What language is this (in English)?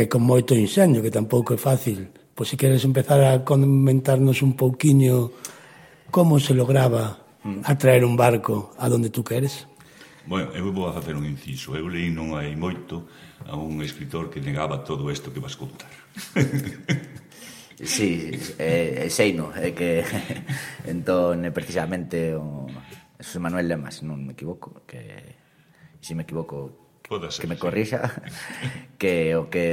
Galician